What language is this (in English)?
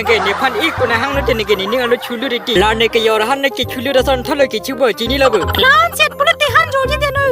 Karbi